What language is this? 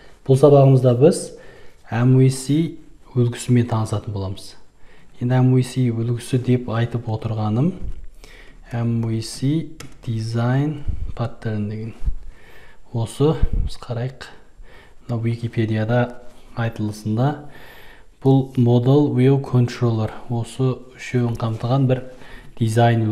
Kazakh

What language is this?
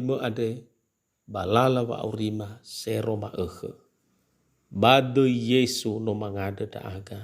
Nias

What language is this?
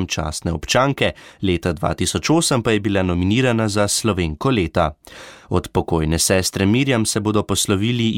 Slovenian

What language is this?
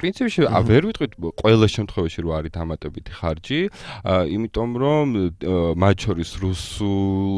Georgian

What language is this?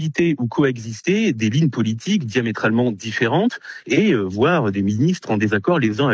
French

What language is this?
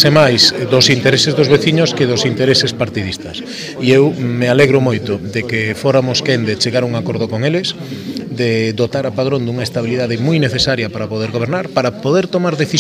Galician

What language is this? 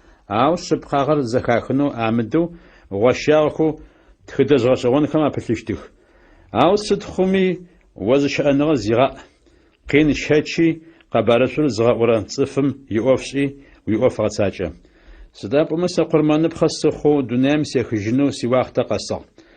Adyghe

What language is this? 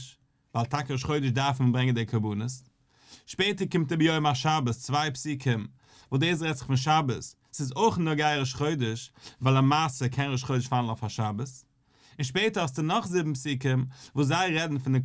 Yiddish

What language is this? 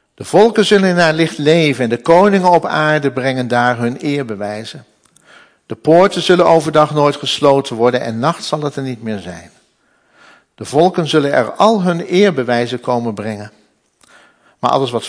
Dutch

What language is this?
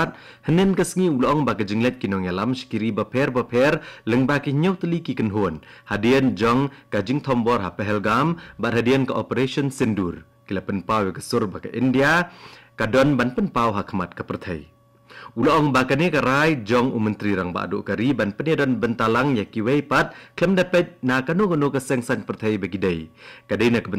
Khasi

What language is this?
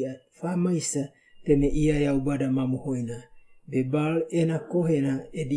Wagawaga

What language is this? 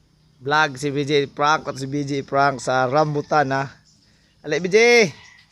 Cebuano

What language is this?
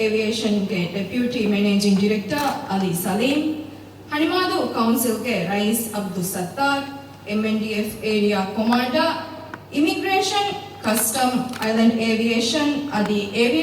Divehi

